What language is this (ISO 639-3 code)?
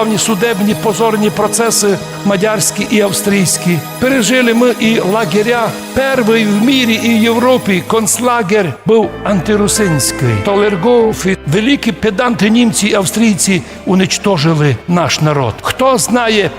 rue